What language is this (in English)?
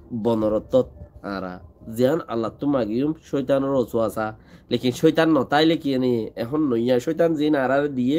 Rohingya